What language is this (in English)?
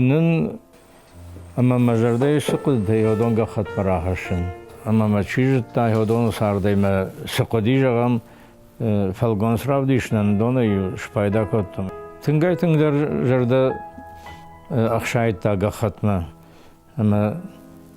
Ossetic